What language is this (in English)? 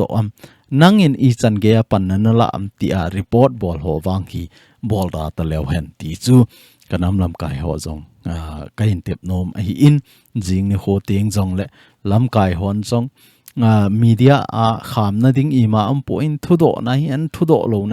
Thado Chin